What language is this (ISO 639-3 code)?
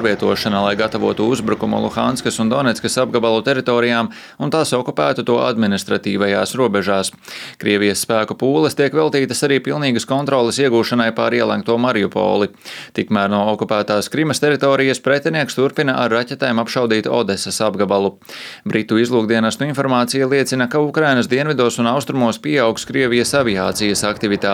lav